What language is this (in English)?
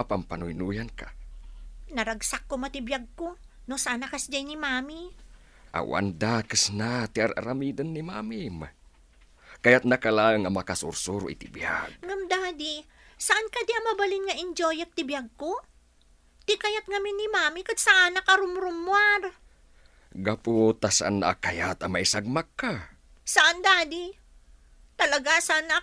Iloko